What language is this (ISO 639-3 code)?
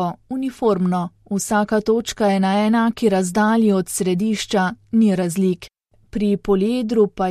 slv